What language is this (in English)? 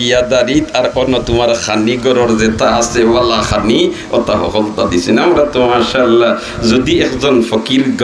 Sylheti